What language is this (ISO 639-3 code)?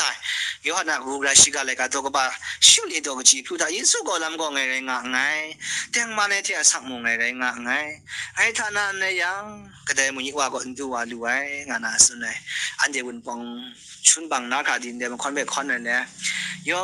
kac